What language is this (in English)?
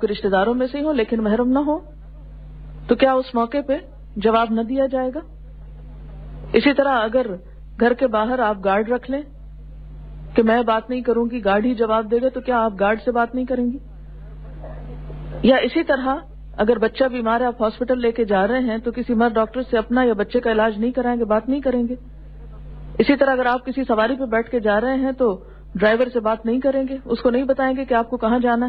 Urdu